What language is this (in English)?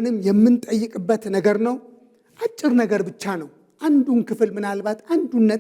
Amharic